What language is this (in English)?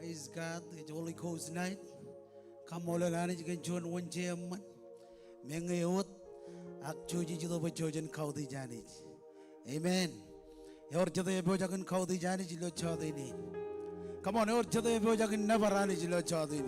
Marshallese